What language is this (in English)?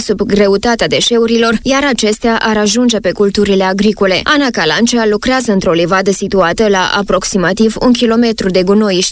Romanian